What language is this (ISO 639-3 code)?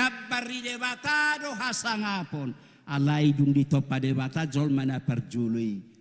bbc